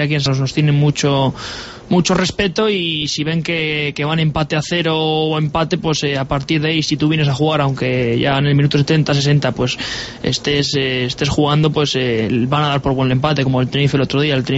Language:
Spanish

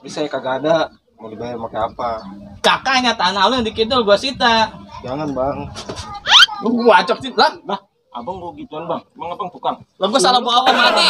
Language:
Betawi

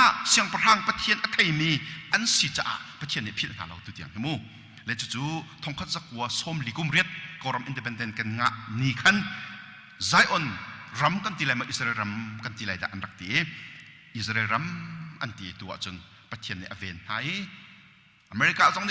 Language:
Hakha Chin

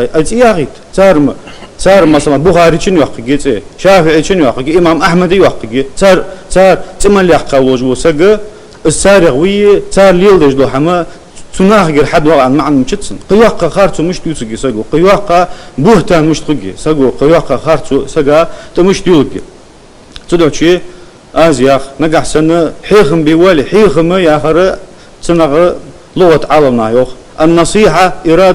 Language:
Ingush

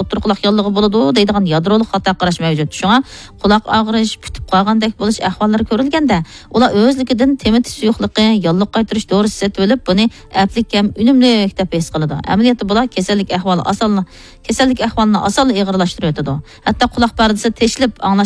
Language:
Uyghur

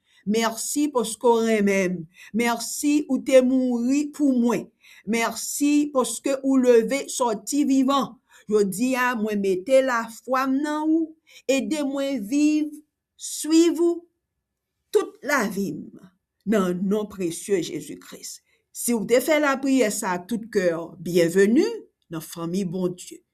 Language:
Haitian Creole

